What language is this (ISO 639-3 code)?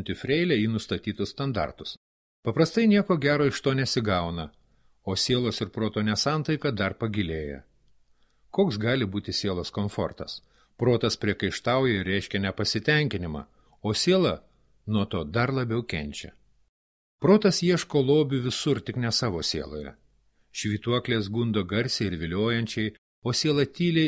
lit